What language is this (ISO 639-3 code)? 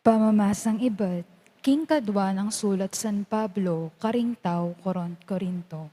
pam